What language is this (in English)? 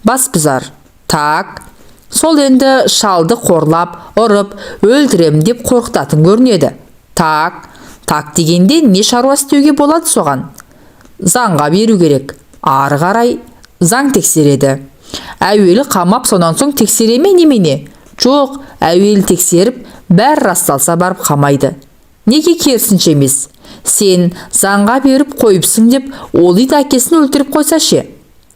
Kazakh